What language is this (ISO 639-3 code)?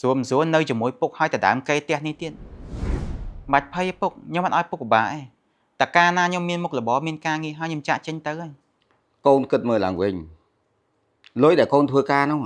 khm